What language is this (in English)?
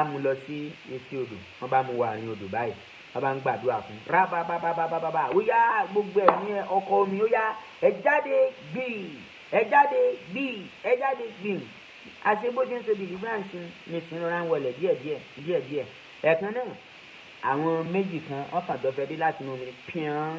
Yoruba